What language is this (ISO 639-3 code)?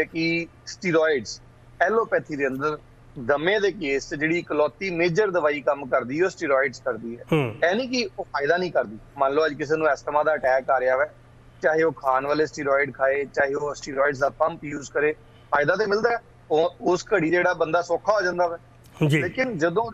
pan